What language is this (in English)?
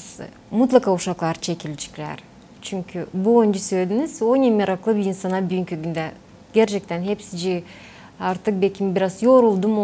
Gagauz